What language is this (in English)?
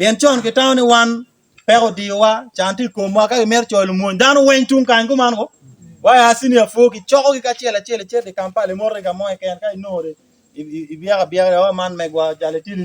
Acoli